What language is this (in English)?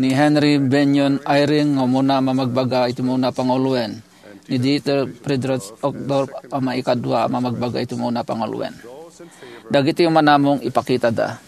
Iloko